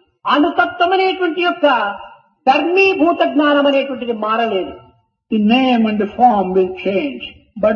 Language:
Telugu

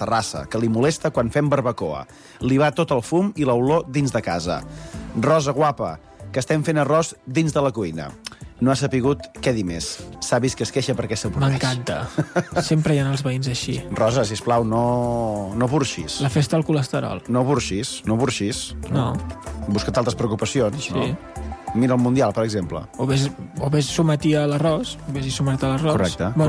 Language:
Catalan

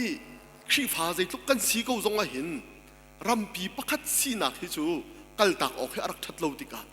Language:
Hakha Chin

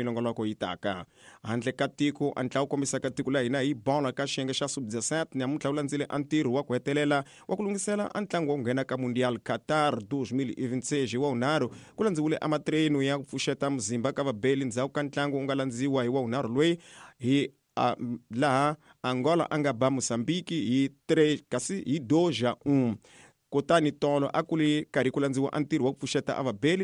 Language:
Tsonga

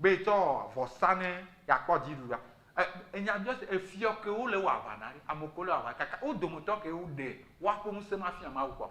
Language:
Ewe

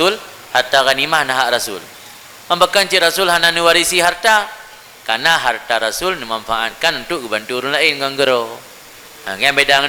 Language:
Achinese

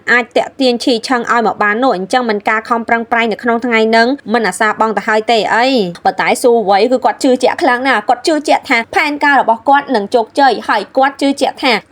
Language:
Khmer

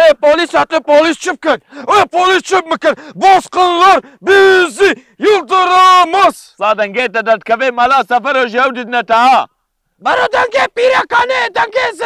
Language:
Kurdish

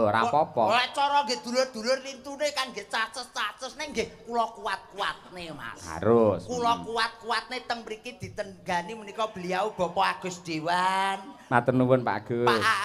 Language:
Javanese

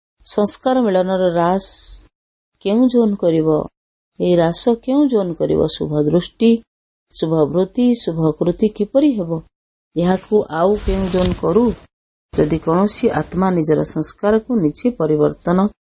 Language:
Odia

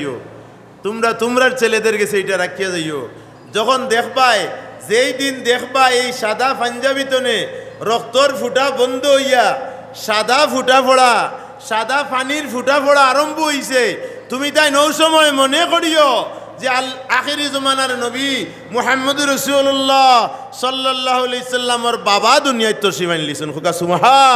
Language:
Sylheti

